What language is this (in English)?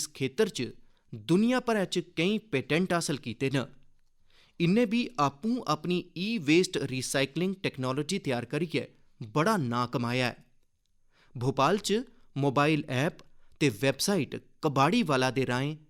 Dogri